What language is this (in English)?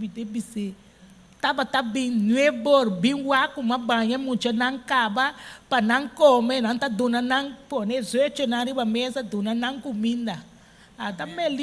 Papiamento